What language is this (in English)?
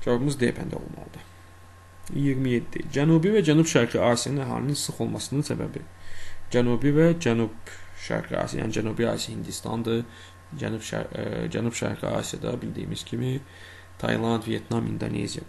Azerbaijani